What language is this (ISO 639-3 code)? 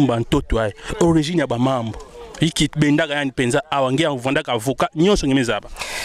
ktu